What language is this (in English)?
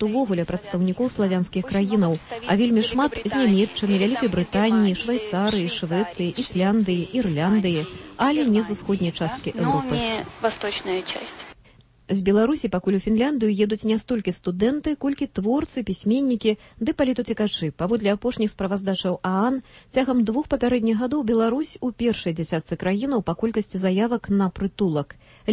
Belarusian